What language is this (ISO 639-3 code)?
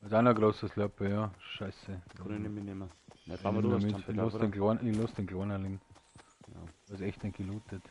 bar